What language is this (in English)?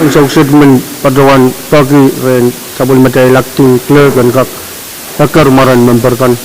Pohnpeian